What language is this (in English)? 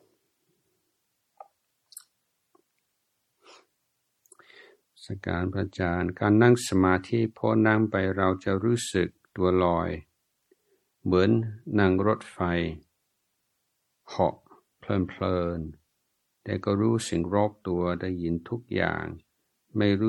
Thai